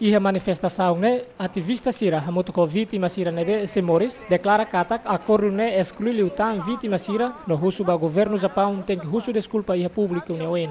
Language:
Tetum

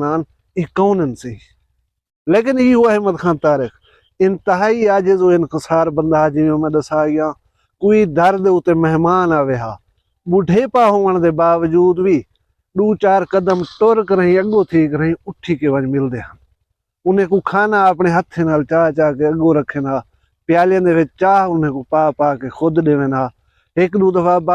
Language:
Saraiki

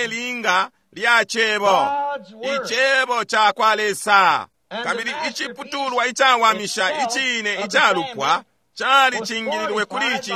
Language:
Bemba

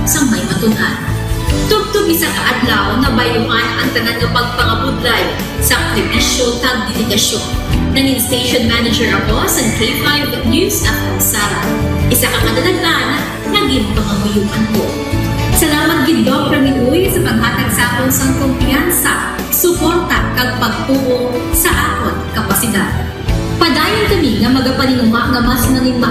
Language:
Hiligaynon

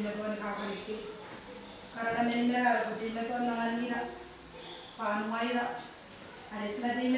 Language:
Gilbertese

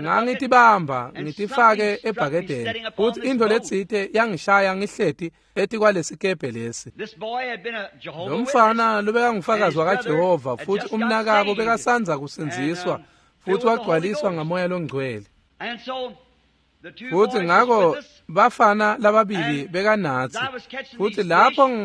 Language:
Swati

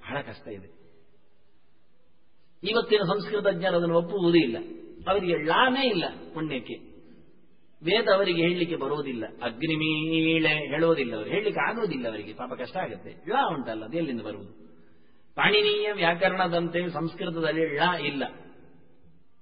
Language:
Kannada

